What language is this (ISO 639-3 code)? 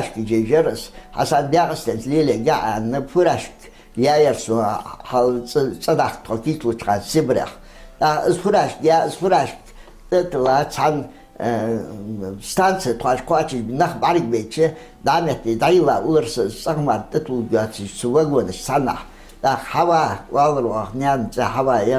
inh